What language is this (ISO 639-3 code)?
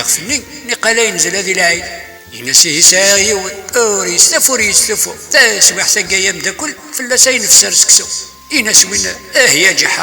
kab